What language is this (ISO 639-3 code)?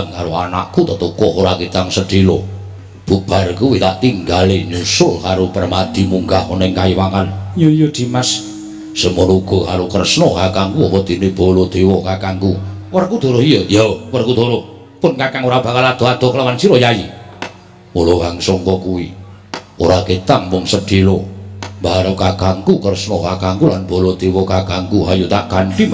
jav